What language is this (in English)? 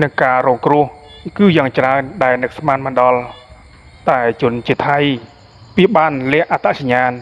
Khmer